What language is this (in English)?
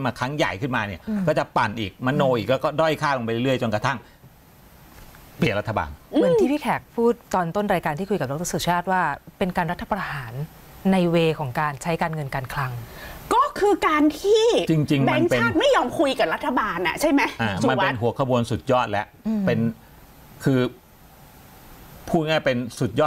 Thai